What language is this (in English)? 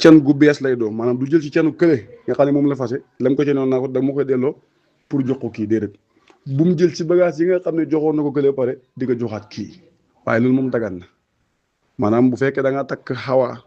Wolof